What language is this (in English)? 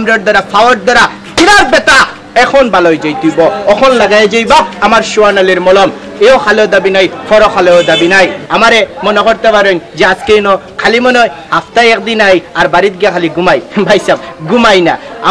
Sylheti